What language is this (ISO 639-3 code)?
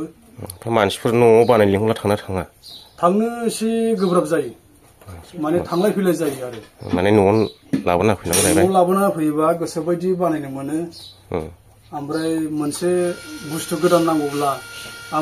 brx